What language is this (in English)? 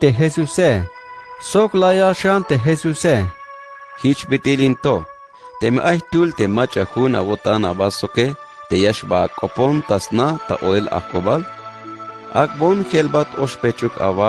Tzeltal